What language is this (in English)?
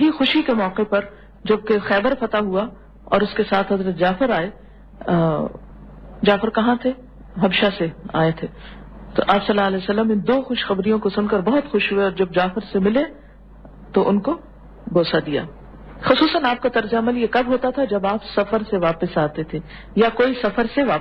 Urdu